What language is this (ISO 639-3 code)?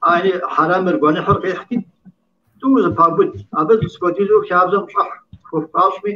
kbd